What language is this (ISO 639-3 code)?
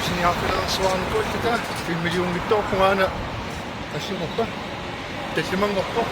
kal